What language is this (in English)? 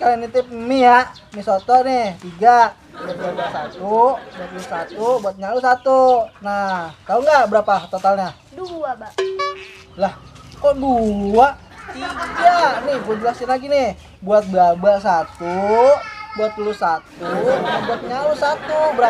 Betawi